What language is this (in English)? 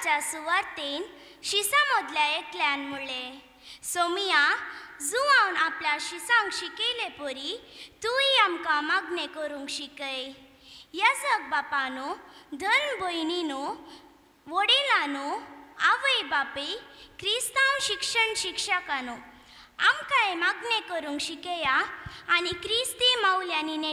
Konkani